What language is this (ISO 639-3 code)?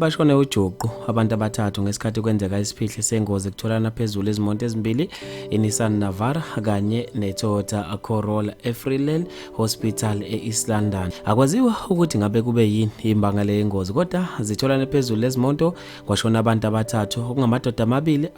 zul